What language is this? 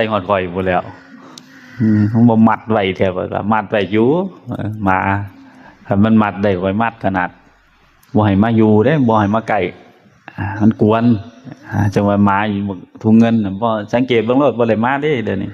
Northeastern Thai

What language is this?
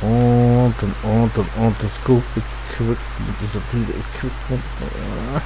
Low German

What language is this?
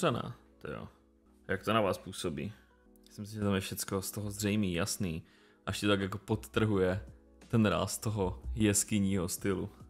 Czech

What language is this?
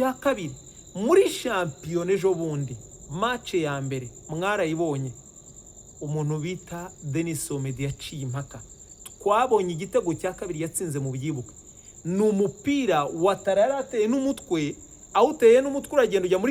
Kinyarwanda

